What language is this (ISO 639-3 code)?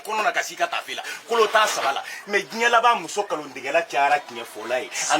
bam